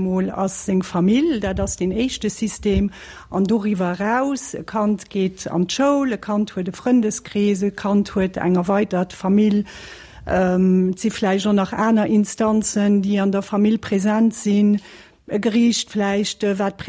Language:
Luxembourgish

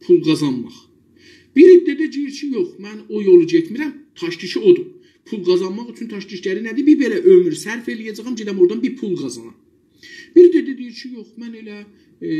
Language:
South Azerbaijani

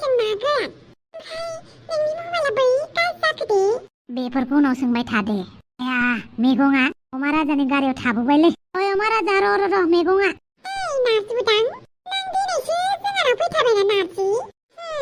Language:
Bodo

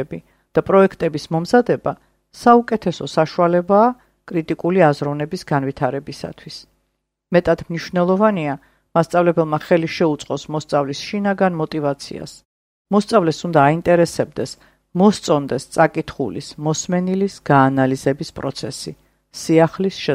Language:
Georgian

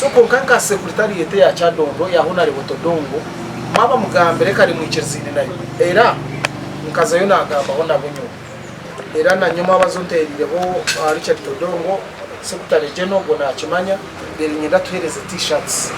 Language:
Nyankole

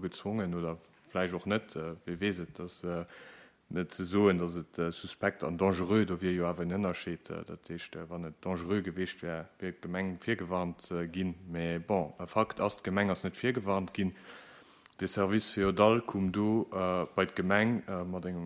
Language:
Luxembourgish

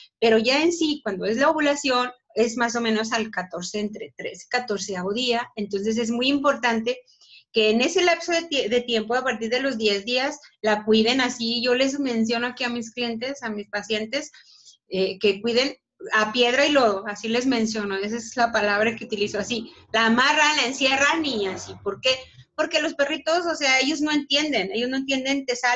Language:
Spanish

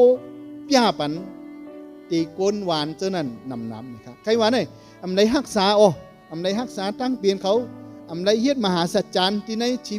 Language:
Shan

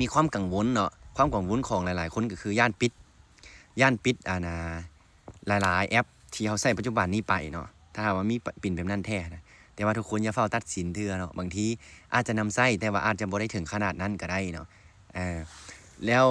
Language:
Lao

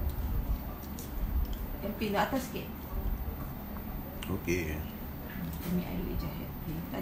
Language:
Malay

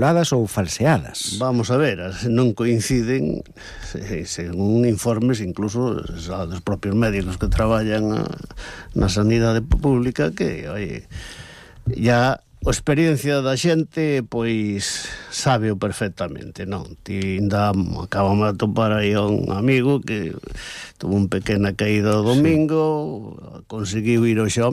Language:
Galician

